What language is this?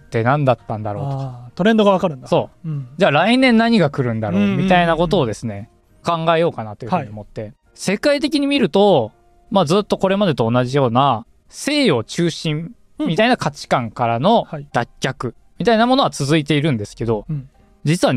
Japanese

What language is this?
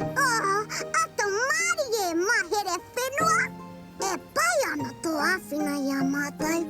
Māori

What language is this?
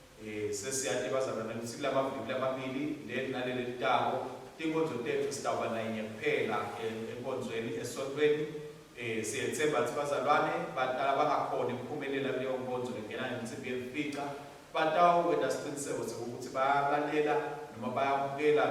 Swati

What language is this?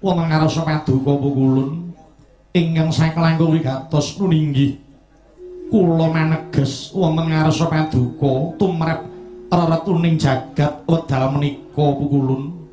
Javanese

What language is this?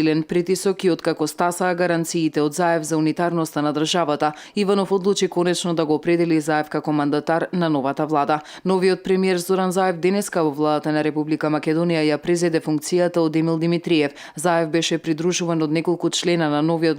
Macedonian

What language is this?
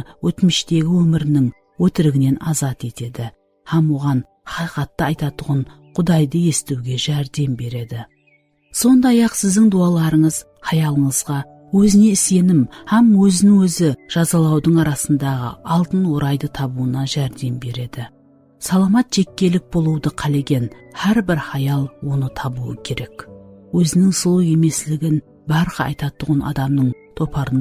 Kara-Kalpak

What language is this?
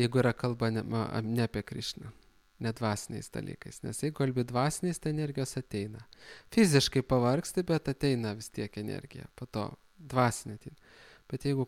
Lithuanian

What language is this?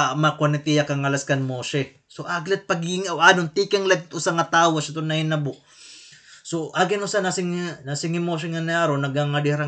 Waray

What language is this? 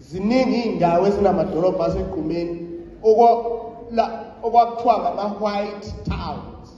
Zulu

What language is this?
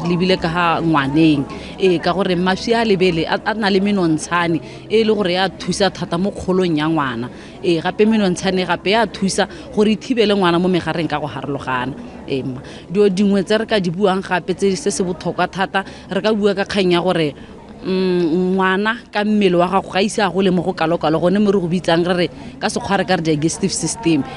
Tswana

